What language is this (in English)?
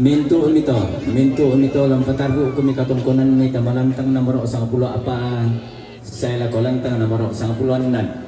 Toraja-Sa'dan